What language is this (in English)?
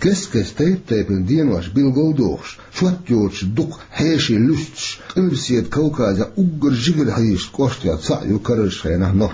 Chechen